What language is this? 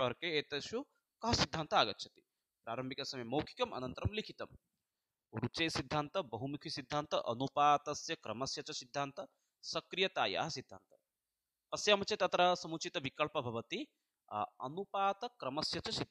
Sanskrit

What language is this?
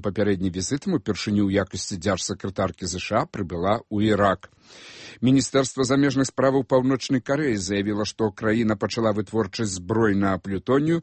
Belarusian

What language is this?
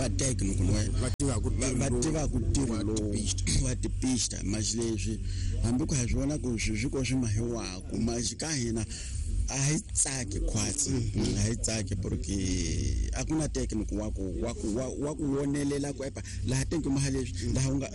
Tsonga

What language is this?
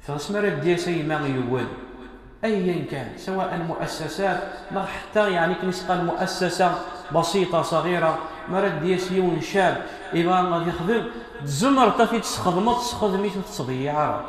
Kabyle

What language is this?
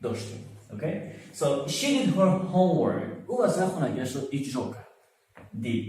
Tajik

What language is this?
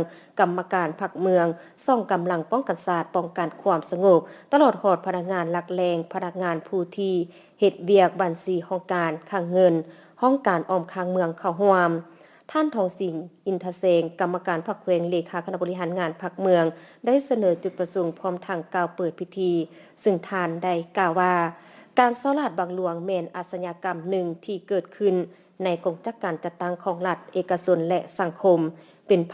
Lao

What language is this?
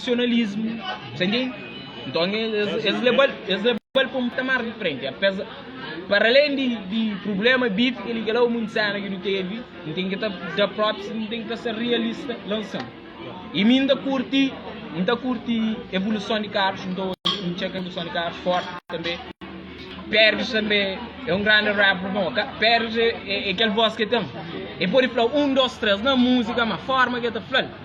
Kabuverdianu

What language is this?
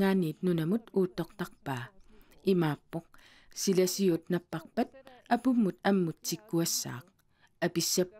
Kalaallisut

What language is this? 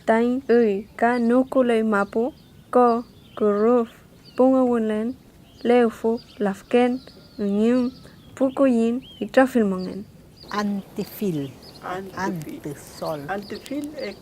Mapuche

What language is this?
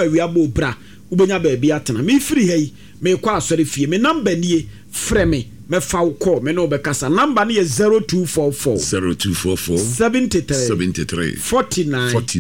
Akan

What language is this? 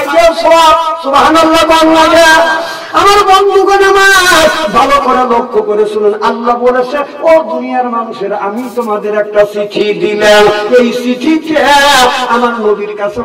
Bangla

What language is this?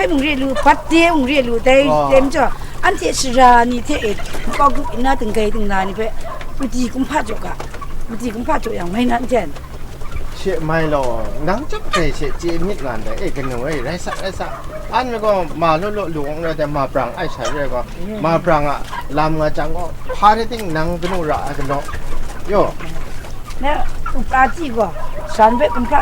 Kachin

